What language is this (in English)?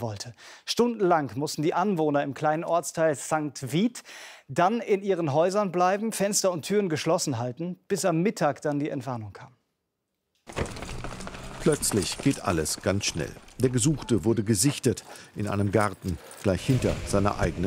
German